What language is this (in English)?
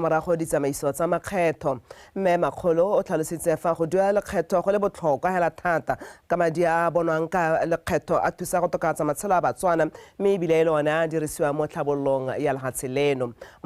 Tswana